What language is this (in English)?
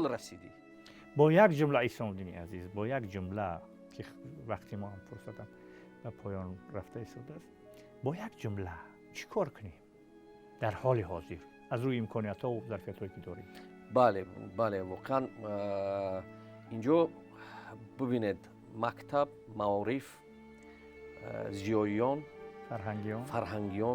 Tajik